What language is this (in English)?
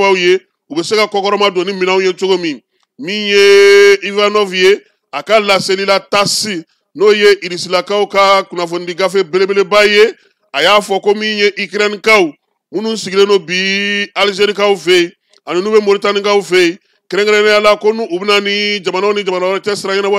Bambara